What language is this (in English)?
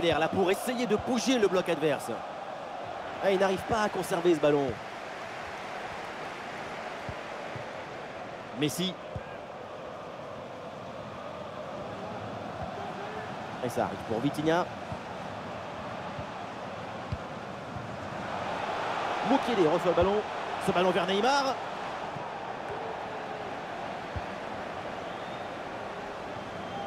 French